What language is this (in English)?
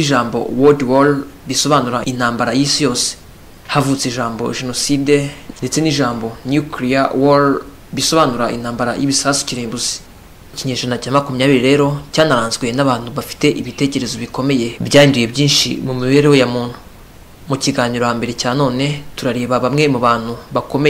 Kinyarwanda